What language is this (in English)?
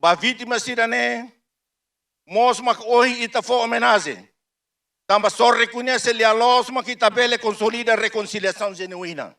Tetum